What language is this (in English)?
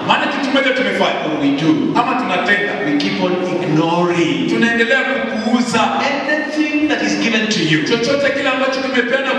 Swahili